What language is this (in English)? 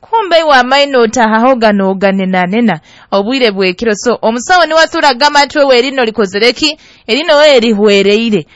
Nyoro